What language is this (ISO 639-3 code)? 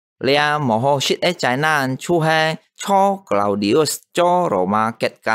hak